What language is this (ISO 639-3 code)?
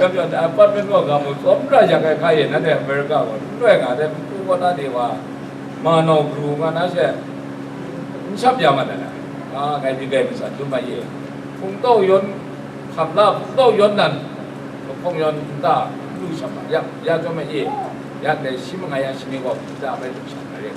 kac